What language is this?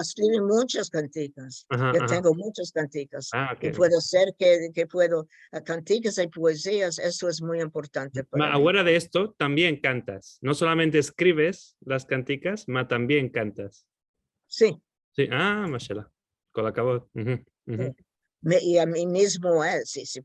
Ladino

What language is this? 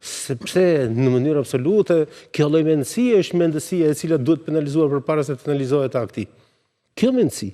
Albanian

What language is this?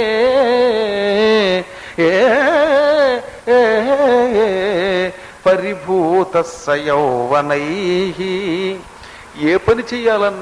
Telugu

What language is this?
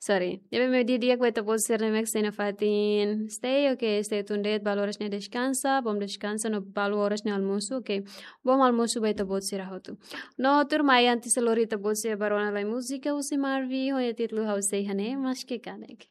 Tetum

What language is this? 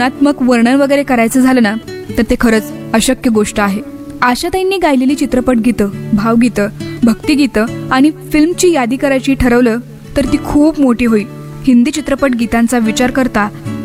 Marathi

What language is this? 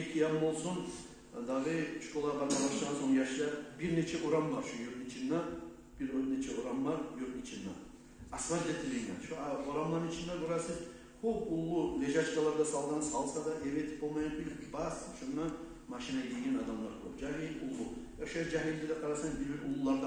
Kumyk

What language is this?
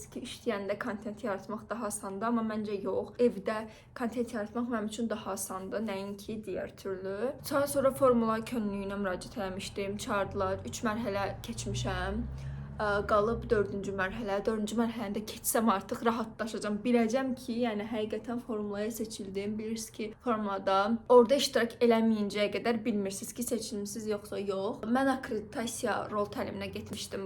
Azerbaijani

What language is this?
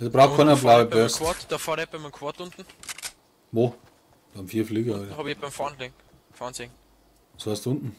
Bavarian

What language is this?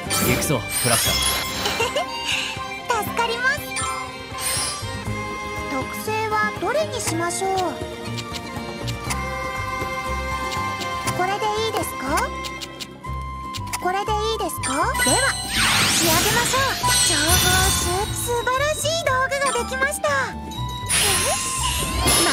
Japanese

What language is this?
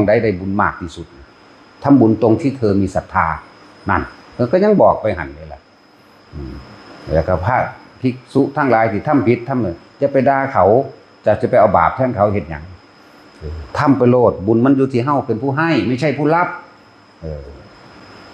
Northeastern Thai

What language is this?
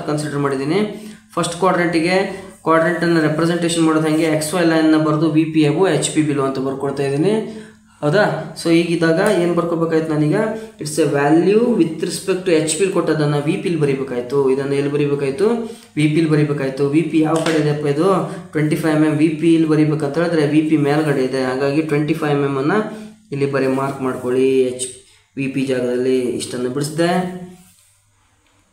Kannada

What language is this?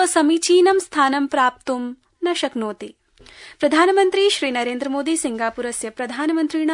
Sanskrit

